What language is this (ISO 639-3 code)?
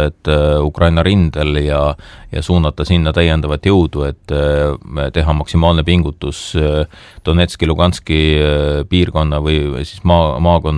est